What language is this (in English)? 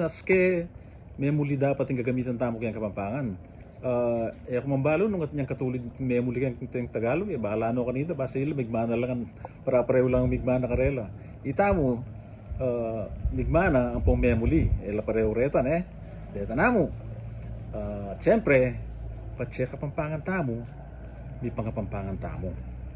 Pampanga